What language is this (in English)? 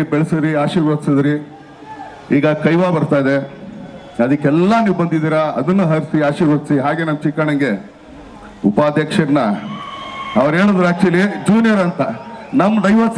Kannada